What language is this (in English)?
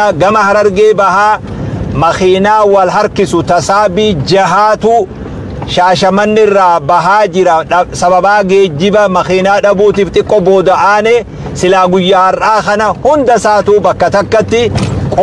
Oromo